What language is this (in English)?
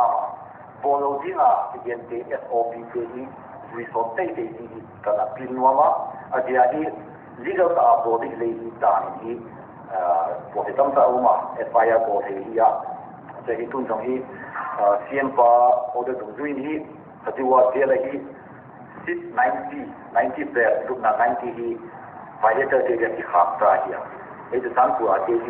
Paite Chin